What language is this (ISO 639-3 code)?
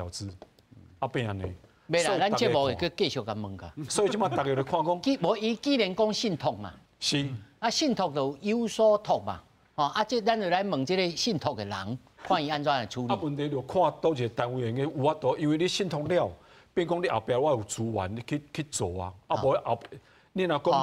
nan